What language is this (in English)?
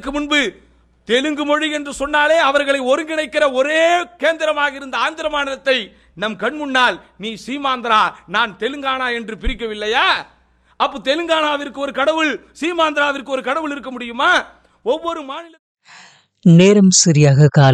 Tamil